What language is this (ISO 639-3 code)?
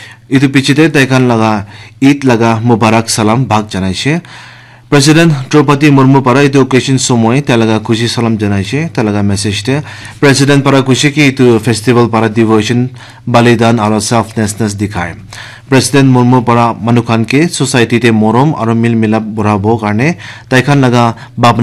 nag